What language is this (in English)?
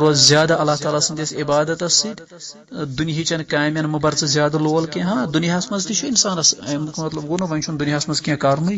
Kashmiri